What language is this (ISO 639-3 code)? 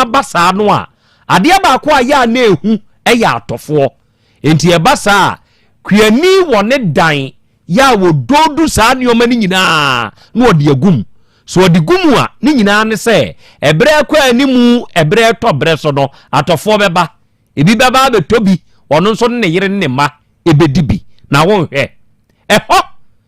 aka